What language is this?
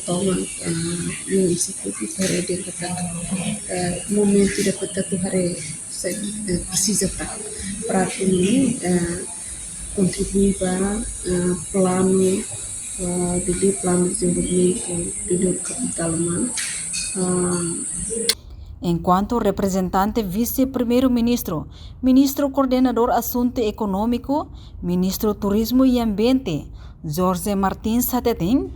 Tetum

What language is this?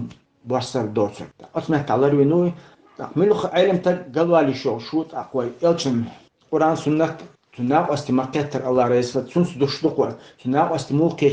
Chechen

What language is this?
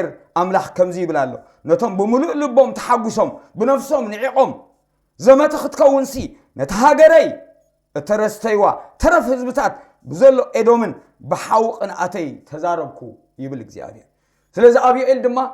Tigrinya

